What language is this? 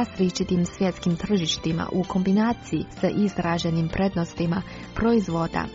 Croatian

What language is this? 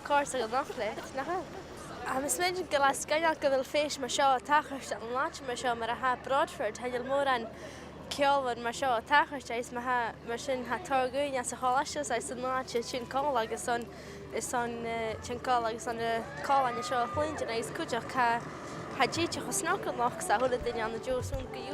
Scottish Gaelic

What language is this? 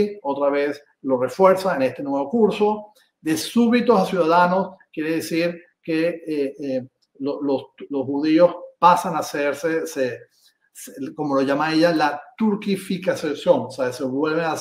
Ladino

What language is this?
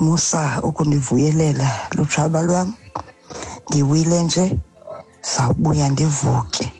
Xhosa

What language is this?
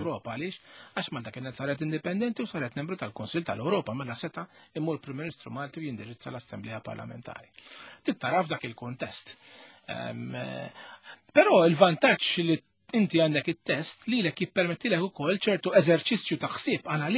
Maltese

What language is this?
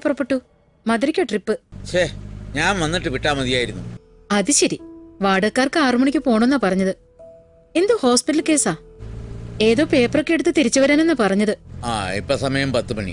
Malayalam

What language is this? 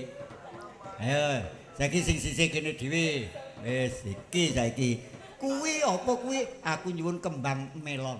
Javanese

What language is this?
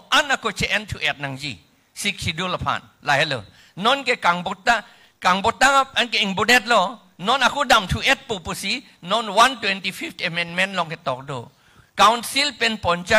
Karbi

